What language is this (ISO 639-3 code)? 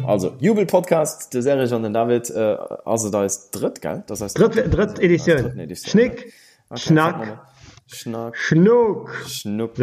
ltz